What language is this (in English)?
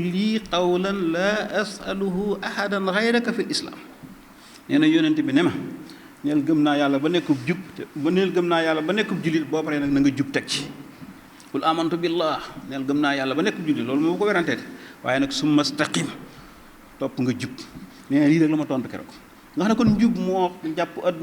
Wolof